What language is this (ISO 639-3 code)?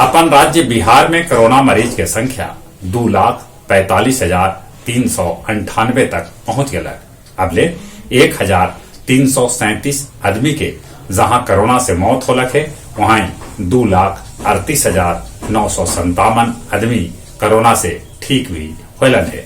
mag